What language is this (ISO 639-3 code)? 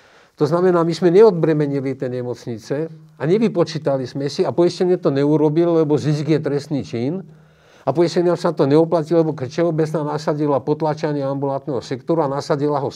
slk